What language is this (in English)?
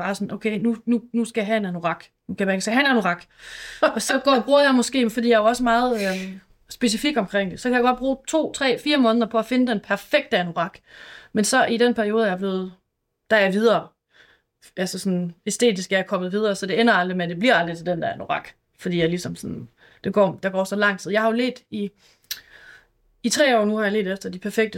Danish